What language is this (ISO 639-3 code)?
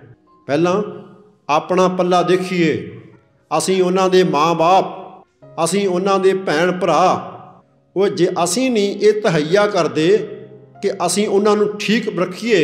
pan